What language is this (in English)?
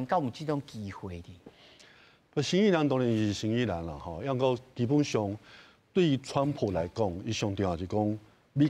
Min Nan Chinese